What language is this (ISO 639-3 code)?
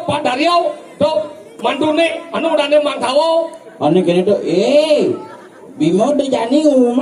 ban